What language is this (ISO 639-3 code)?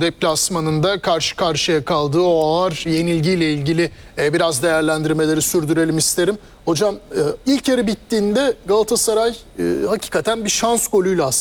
tur